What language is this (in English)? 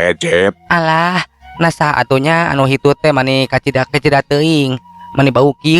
Sundanese